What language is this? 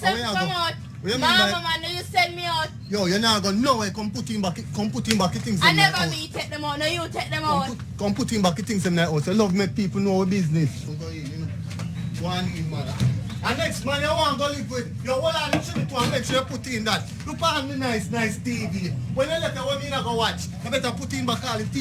Jamaican Creole English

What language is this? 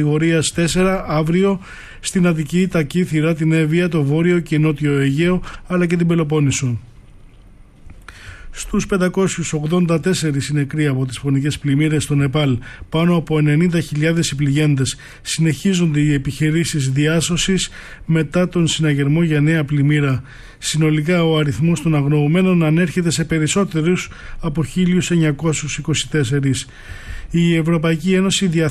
Greek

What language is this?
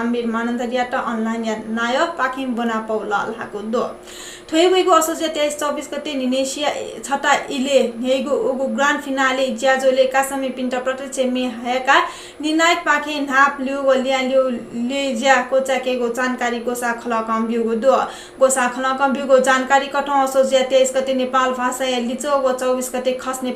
Newari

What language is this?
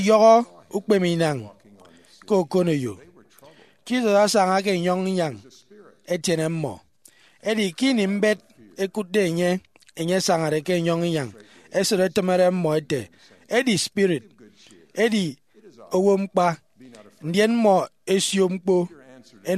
Efik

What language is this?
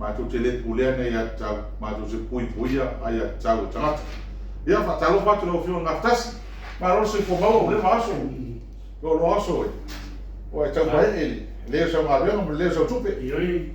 Samoan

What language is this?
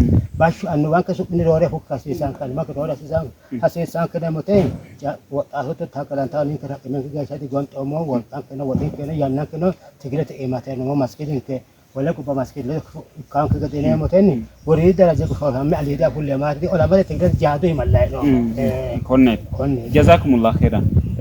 Sidamo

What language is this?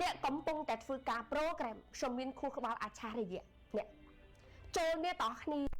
Khmer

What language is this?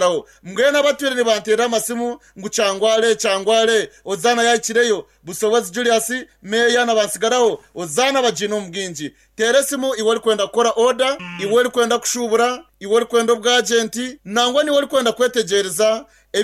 Nyankole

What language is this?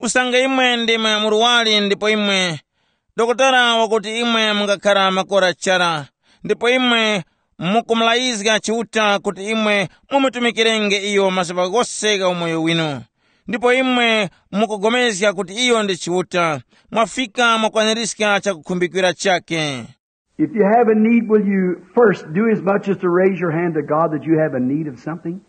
Tumbuka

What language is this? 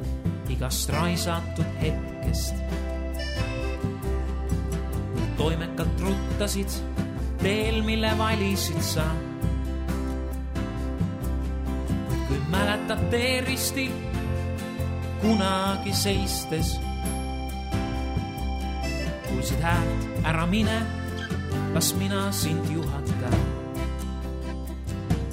Estonian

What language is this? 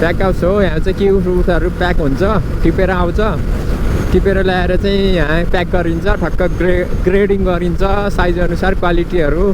Nepali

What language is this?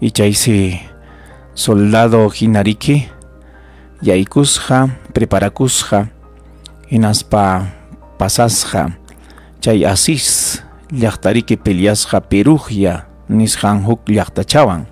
Ayacucho Quechua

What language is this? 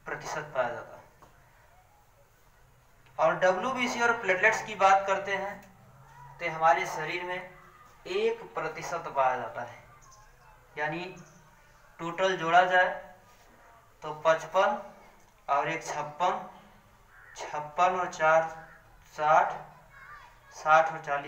Hindi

